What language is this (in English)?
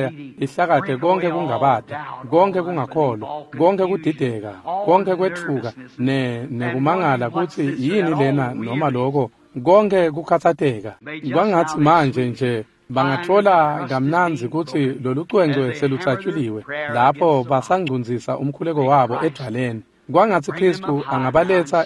Swati